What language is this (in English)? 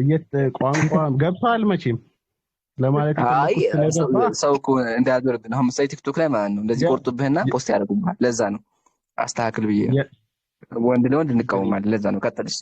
Amharic